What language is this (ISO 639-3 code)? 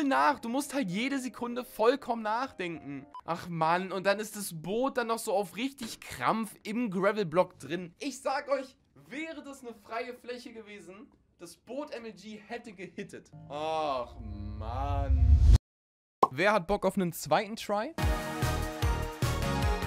deu